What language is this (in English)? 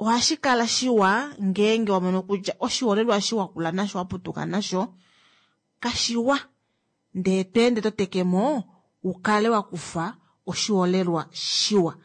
Kuanyama